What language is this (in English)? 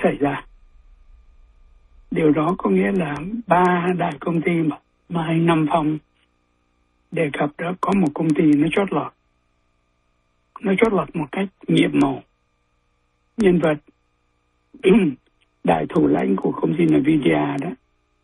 Vietnamese